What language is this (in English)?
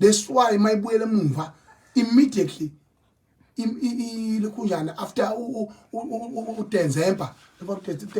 Zulu